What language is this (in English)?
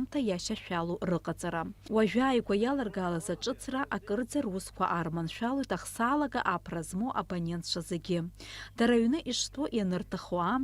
Abkhazian